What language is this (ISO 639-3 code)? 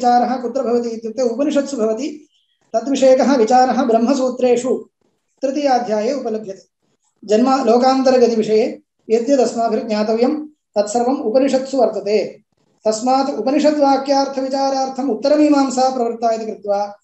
san